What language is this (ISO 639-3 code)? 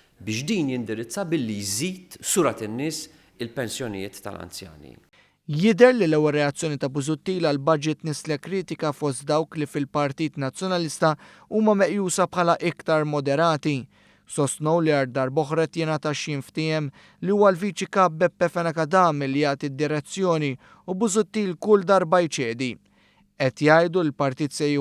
mlt